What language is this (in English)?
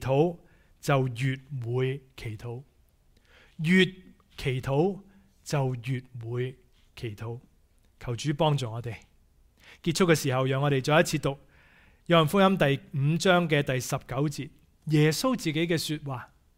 Cantonese